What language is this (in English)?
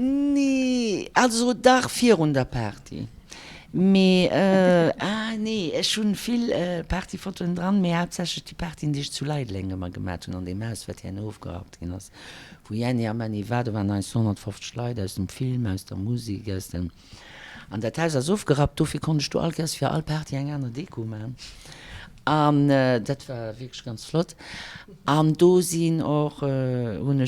Luxembourgish